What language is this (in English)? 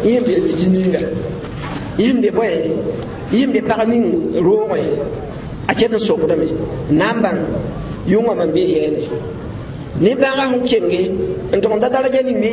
Mossi